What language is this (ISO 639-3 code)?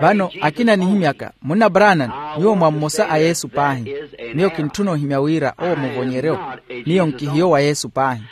vmw